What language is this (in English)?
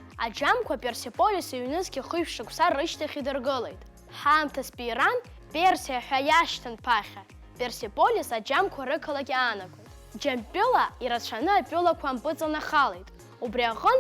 Abkhazian